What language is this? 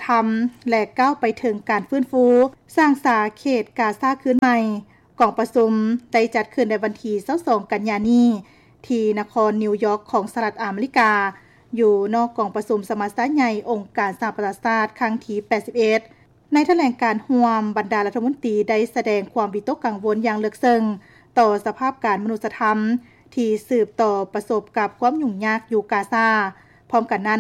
Lao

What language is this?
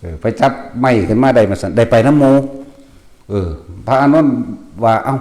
Northeastern Thai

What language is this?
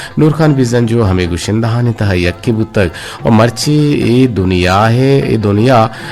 Eastern Balochi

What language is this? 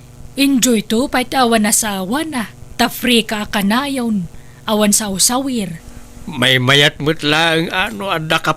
Iloko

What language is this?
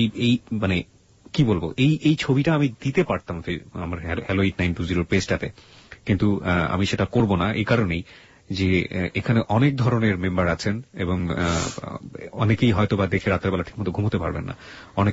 Bangla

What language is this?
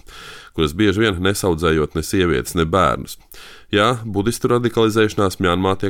Latvian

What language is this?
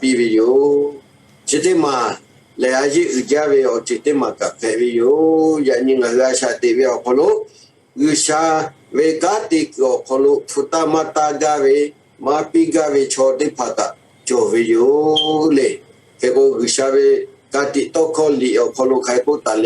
Lahu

